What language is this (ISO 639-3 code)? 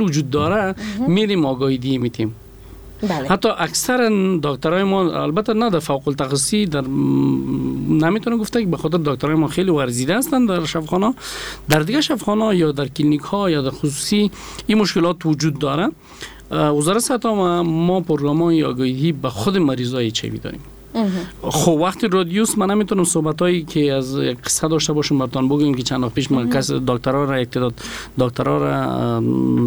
fas